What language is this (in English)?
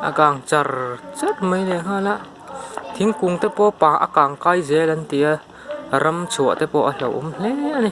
Mizo